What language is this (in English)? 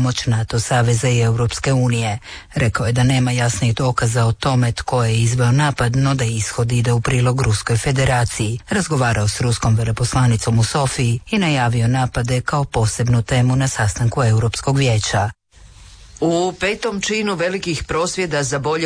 Croatian